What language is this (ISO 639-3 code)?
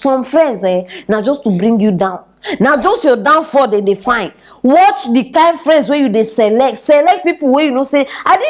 pcm